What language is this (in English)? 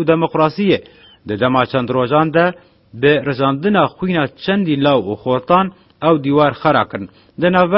Kurdish